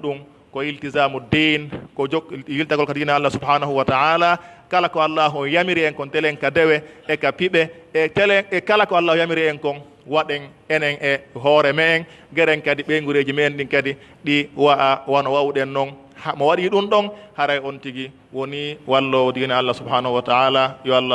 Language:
Pular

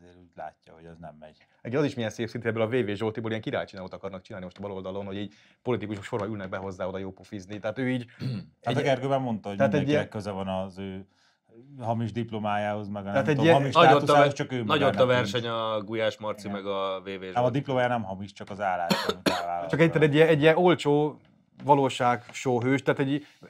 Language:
Hungarian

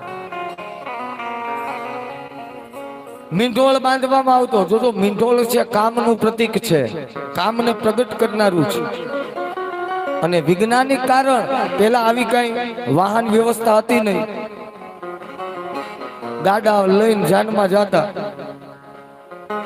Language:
Gujarati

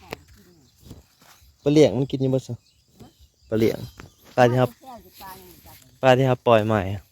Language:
Northeastern Thai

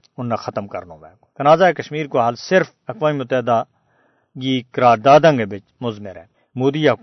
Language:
Gujari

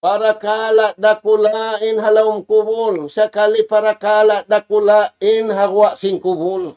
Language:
Tausug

